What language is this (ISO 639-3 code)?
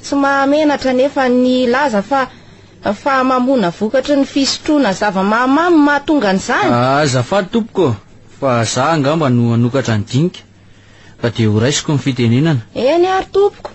mlg